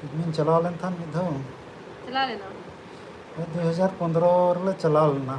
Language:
Santali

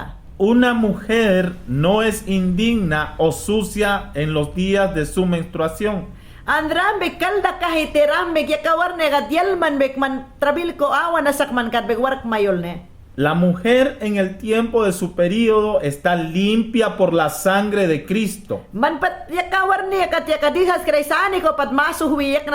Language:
Mayangna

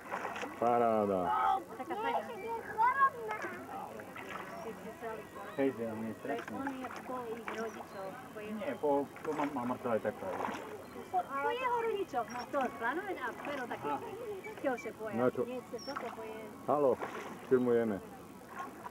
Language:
Slovak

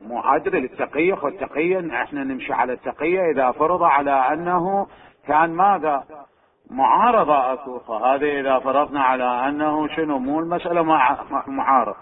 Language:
Mesopotamian Arabic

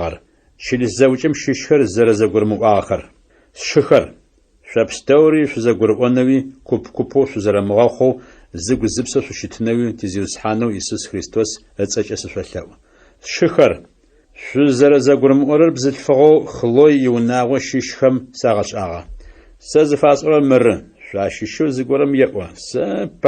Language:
Adyghe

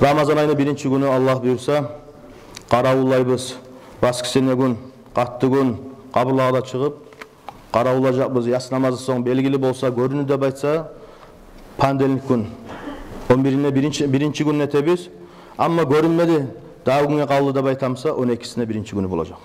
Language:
Kumyk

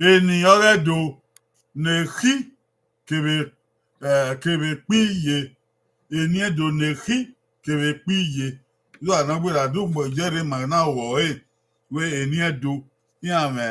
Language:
Bini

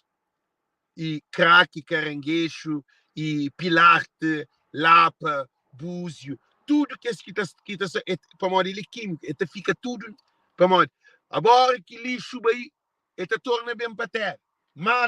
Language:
Kabuverdianu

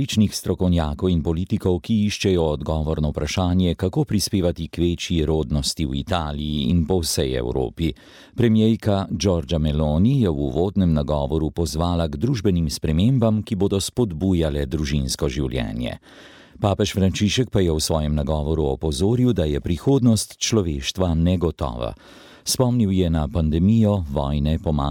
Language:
Slovenian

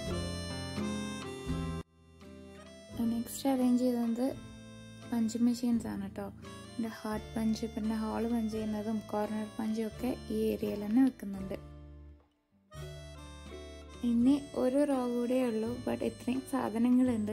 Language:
Malayalam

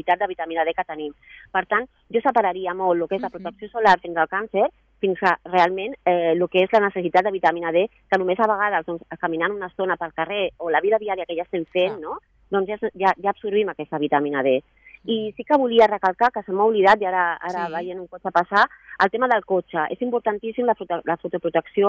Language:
Catalan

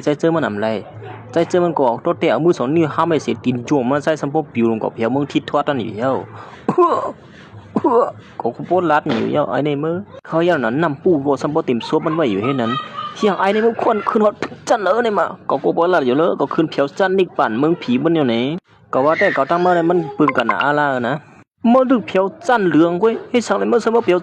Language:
Shan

